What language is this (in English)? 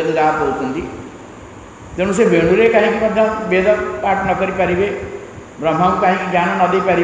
Odia